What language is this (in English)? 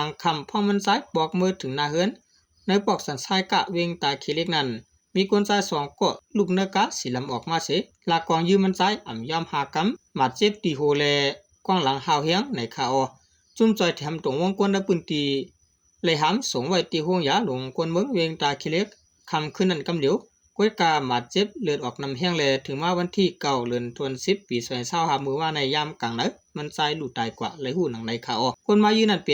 Shan